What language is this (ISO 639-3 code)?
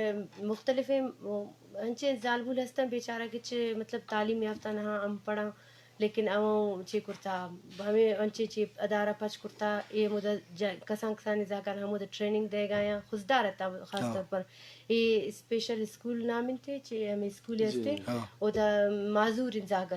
bgp